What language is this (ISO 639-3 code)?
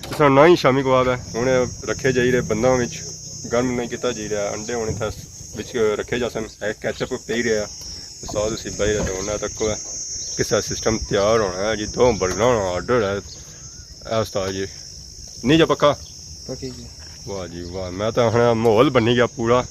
phr